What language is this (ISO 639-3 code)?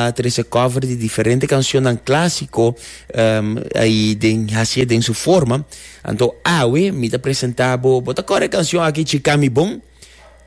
pap